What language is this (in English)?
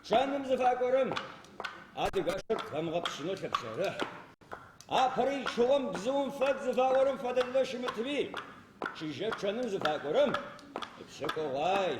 Adyghe